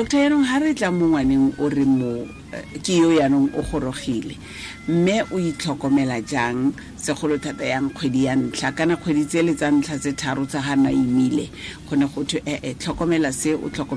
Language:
Tswana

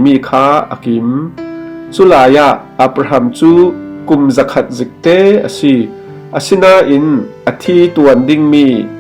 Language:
Falam Chin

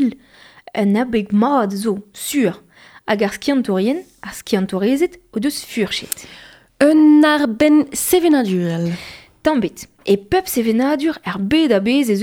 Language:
Breton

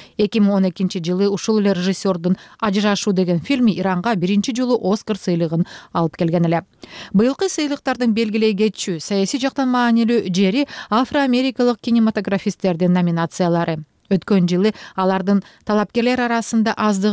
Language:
Kyrgyz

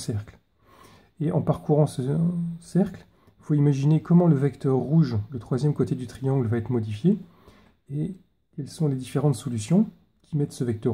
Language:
French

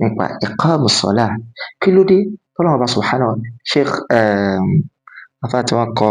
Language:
Yoruba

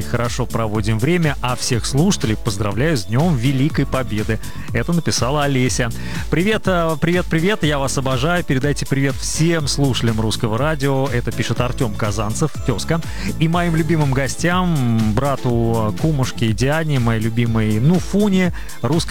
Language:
Russian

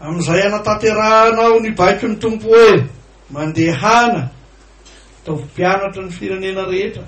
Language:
Malagasy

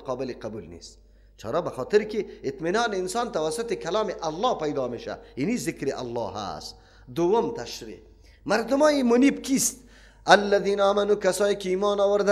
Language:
Persian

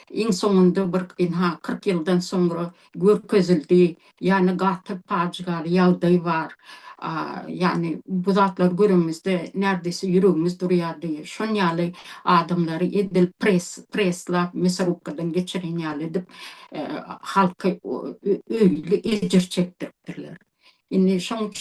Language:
Turkmen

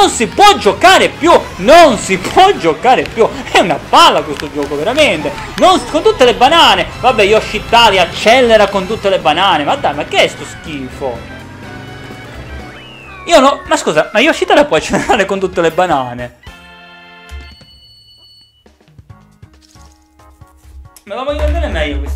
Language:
Italian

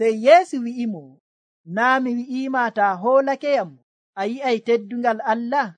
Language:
Nigerian Fulfulde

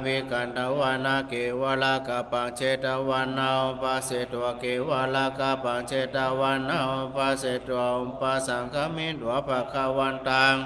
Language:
Pali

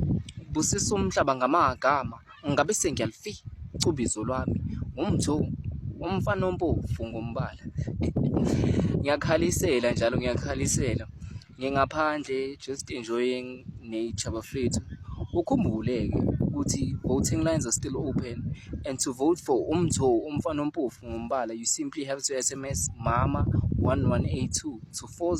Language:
Zulu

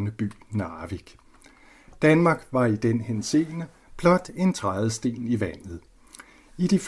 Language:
Danish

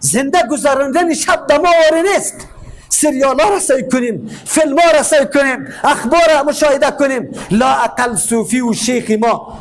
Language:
Persian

